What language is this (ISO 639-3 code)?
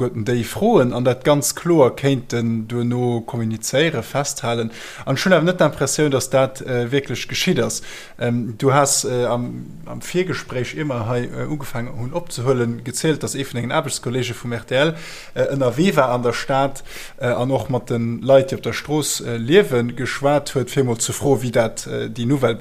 ltz